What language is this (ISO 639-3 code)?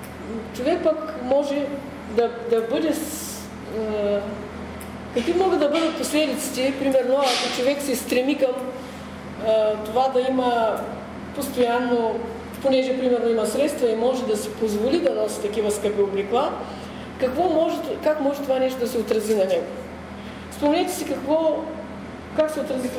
bul